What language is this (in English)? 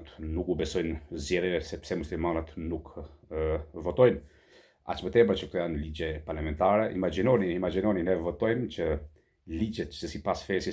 Albanian